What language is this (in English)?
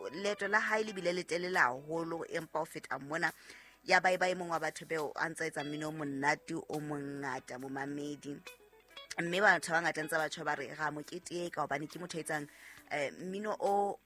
Southern Sotho